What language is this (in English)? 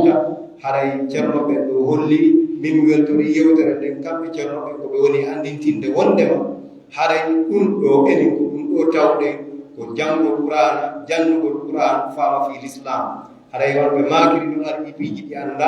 Fula